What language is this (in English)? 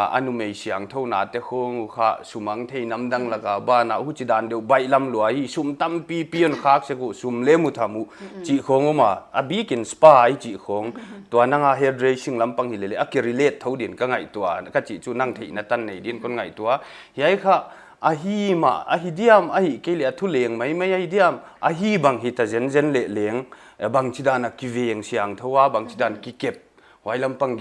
Paite Chin